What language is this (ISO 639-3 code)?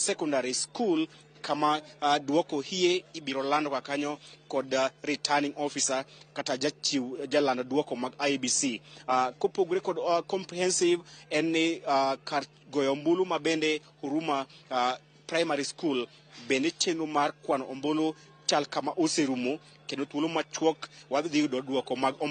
luo